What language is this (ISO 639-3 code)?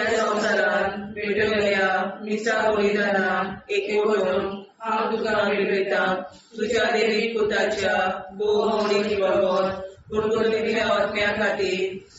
kok